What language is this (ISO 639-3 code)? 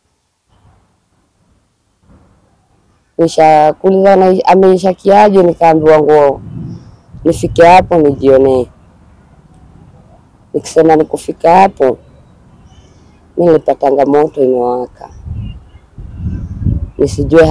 swa